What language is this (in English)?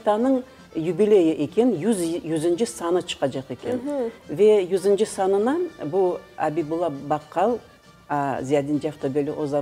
Crimean Tatar